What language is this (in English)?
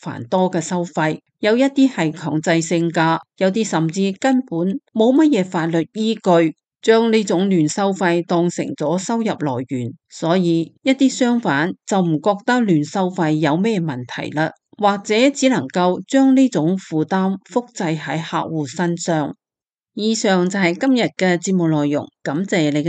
Cantonese